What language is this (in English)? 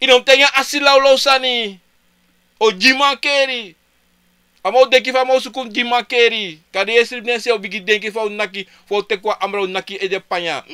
Sranan Tongo